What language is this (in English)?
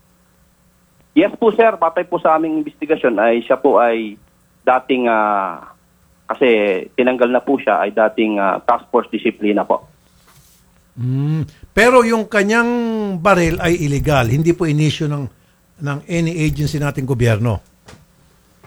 Filipino